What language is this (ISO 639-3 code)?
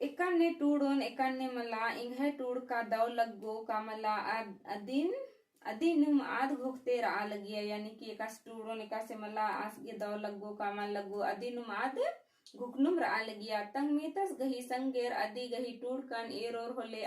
kru